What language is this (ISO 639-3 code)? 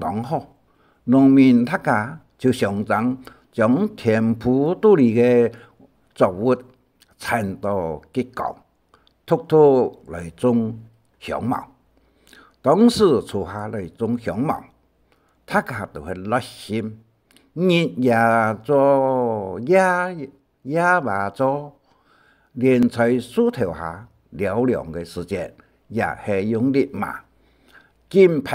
hak